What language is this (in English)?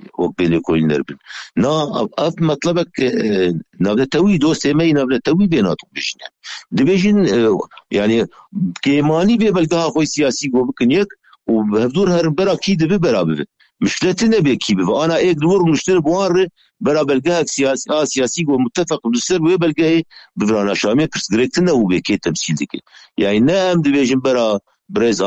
Kurdish